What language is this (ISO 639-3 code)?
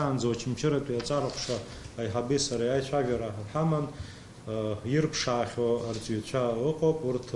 abk